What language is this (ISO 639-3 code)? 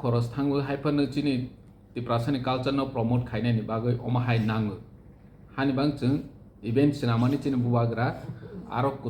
trp